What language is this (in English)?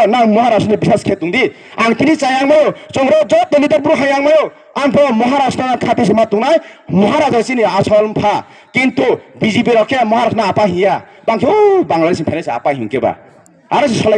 Kok Borok